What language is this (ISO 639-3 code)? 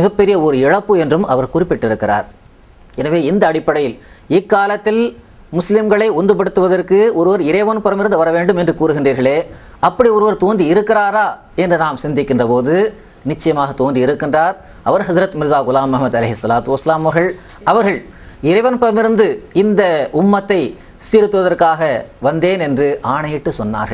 tam